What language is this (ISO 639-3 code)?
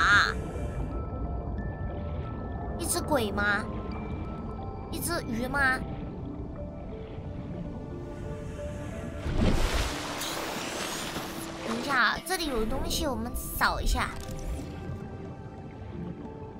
zho